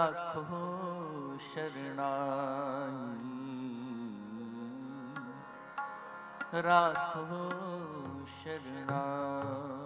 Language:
Punjabi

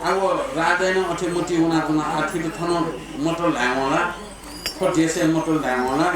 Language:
Newari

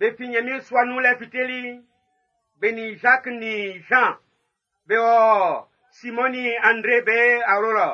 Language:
Baoulé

